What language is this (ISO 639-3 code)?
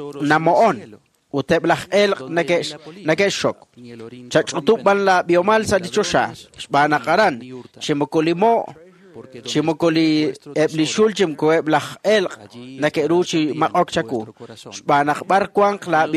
kek